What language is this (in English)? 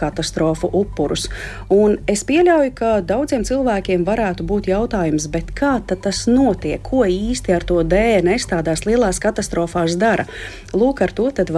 Latvian